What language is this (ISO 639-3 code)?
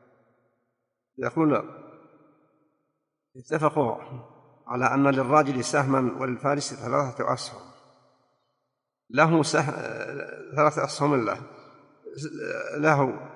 ara